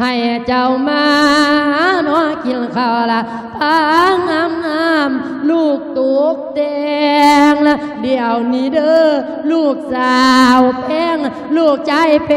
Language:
Lao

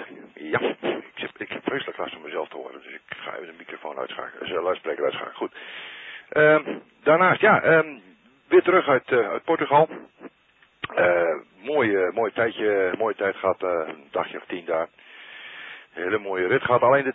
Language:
Dutch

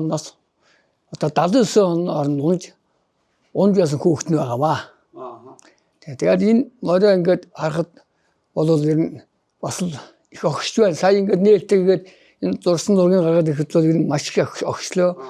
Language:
Mongolian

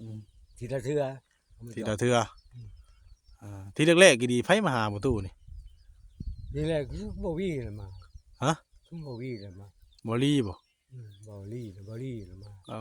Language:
Northeastern Thai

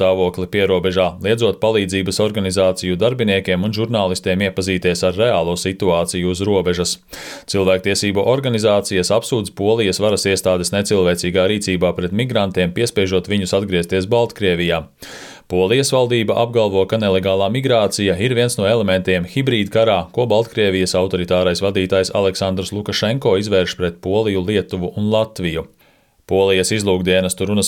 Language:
Latvian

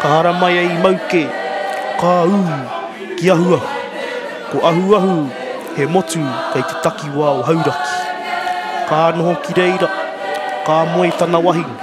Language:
Māori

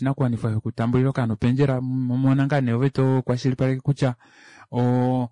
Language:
Kuanyama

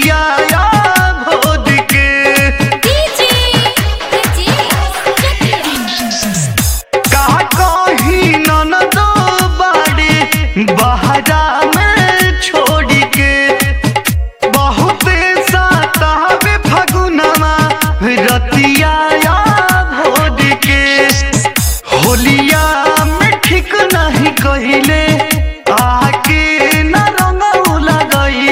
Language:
Bhojpuri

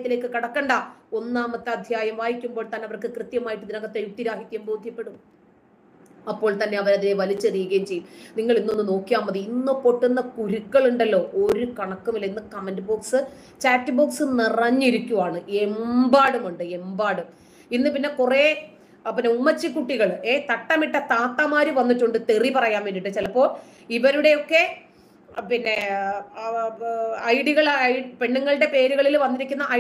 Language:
Malayalam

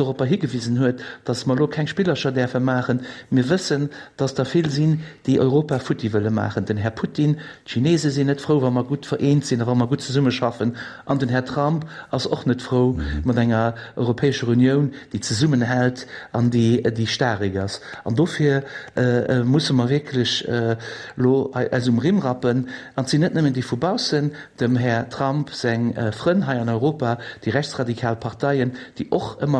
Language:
Luxembourgish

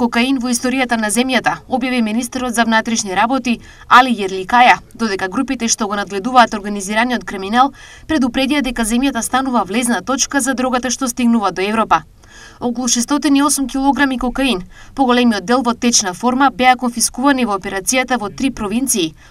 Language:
Macedonian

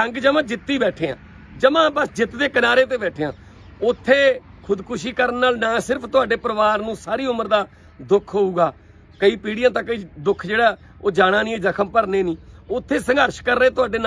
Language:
Punjabi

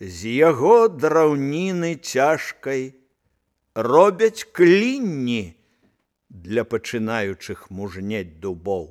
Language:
Belarusian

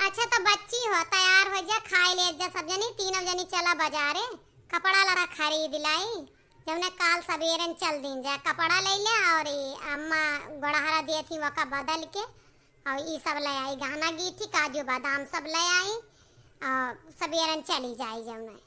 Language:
Awadhi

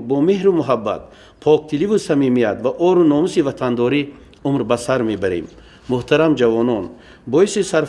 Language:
Tajik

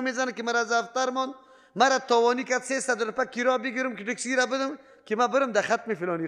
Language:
Persian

